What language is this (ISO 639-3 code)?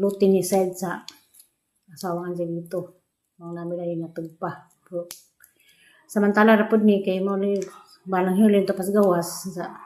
ceb